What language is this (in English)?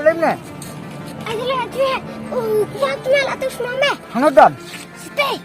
Khasi